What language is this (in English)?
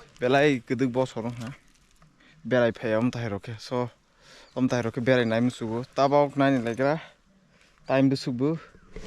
Kok Borok